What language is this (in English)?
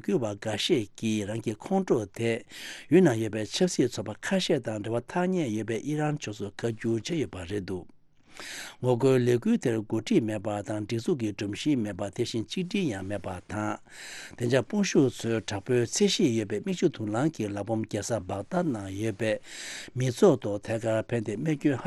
Tibetan